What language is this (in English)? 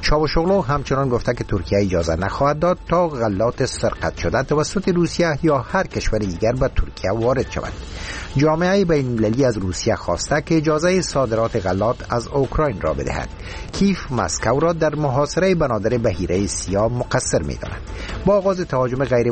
Persian